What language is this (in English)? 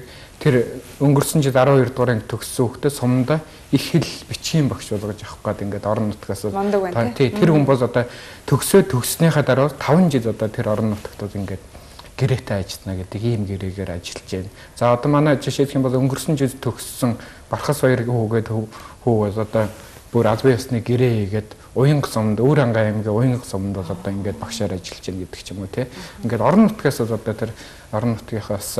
Mongolian